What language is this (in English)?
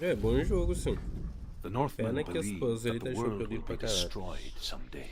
Kabuverdianu